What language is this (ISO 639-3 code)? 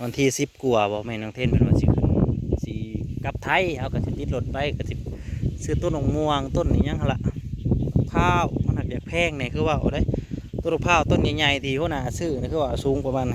tts